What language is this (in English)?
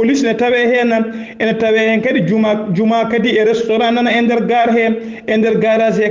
Fula